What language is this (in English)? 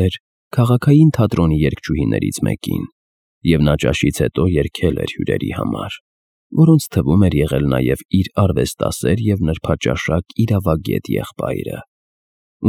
Armenian